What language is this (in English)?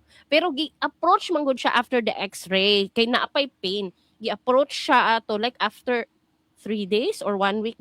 Cebuano